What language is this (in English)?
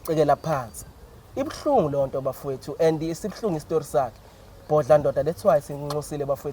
Zulu